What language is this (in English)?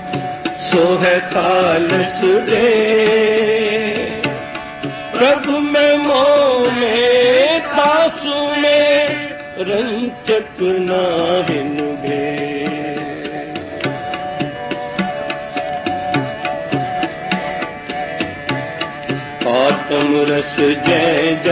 Punjabi